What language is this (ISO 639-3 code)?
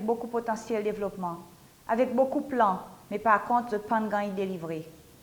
crs